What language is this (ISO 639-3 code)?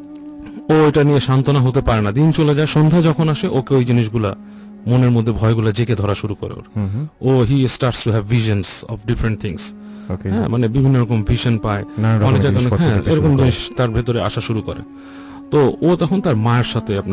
ben